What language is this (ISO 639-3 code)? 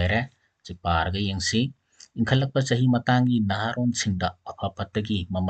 mni